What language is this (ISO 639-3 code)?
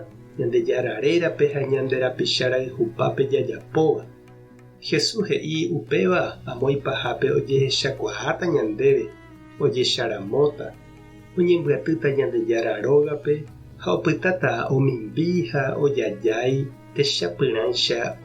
grn